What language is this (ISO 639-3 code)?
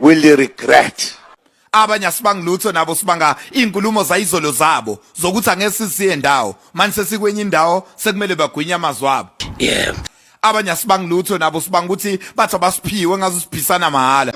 zul